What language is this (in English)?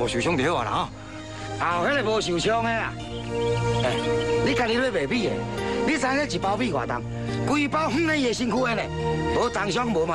Min Nan Chinese